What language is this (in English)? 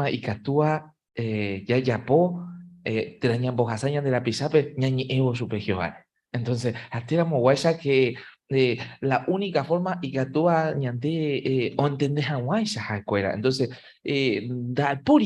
Guarani